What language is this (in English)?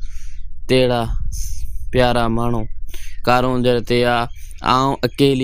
Sindhi